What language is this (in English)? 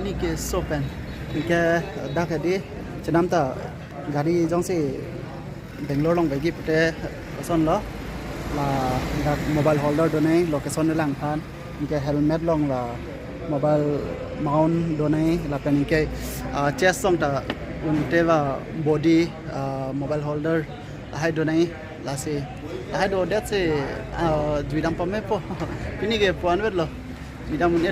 Karbi